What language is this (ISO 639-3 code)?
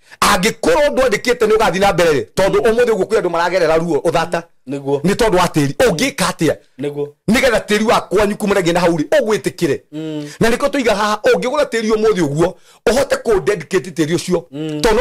kik